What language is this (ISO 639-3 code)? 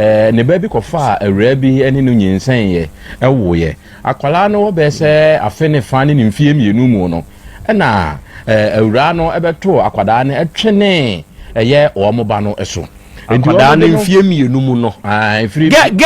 aka